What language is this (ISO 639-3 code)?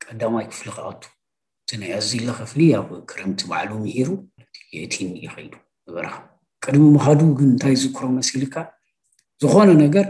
tir